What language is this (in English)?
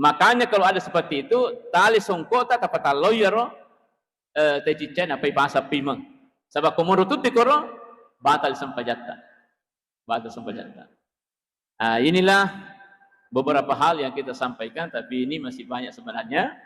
Buginese